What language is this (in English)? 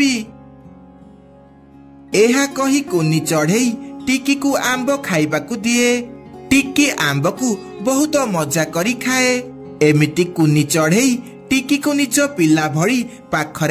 Odia